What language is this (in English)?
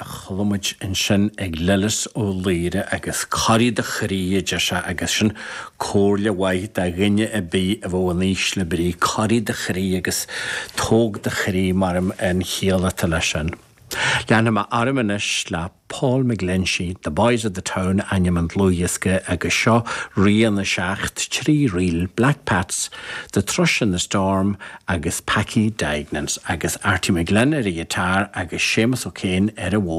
Irish